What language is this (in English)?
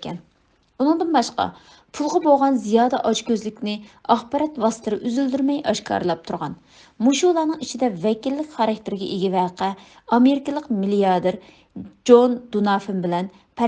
Uyghur